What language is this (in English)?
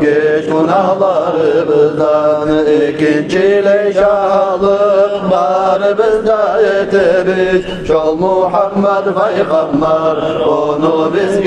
Kumyk